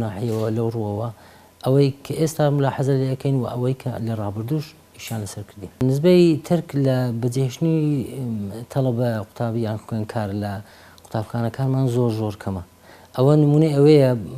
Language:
Central Kurdish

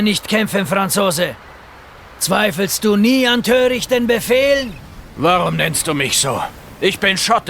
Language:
Bavarian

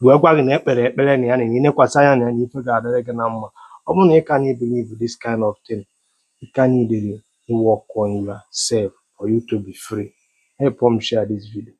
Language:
Igbo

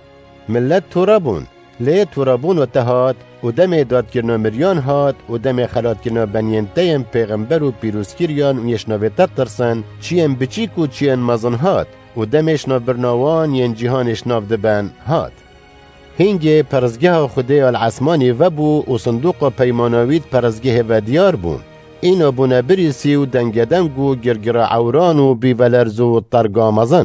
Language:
Kurdish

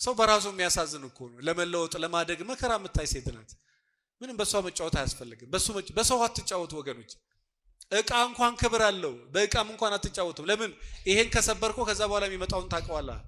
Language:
Amharic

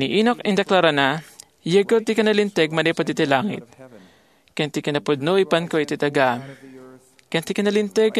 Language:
Iloko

